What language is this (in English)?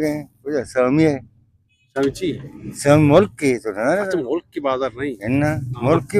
Eastern Balochi